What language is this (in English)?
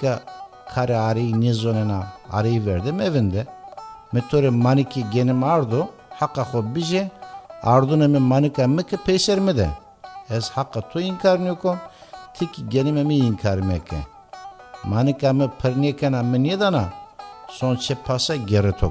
Zaza